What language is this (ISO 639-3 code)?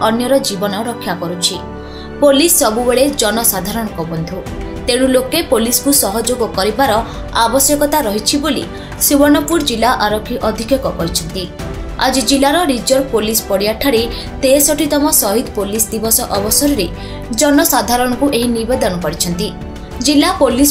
ori